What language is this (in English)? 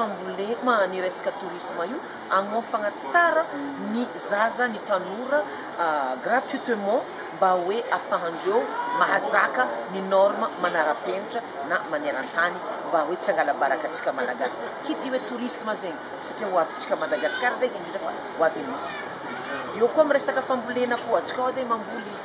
Malagasy